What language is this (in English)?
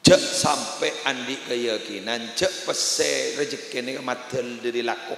Madurese